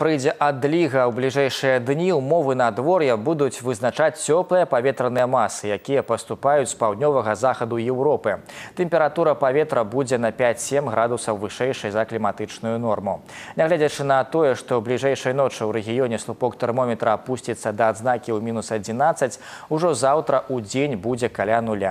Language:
Belarusian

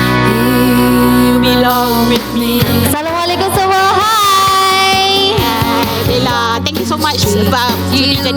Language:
Malay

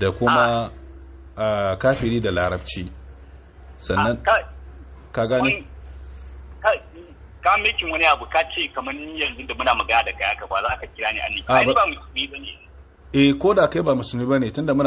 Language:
Hausa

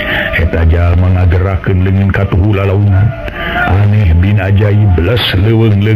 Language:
Sundanese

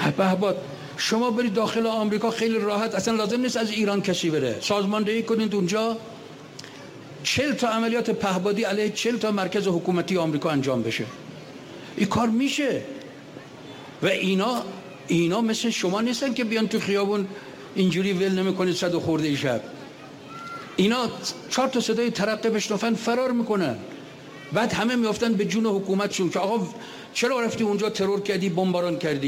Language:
Persian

